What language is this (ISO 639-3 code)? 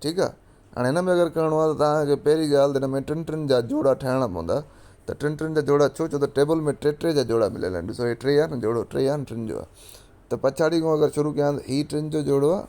snd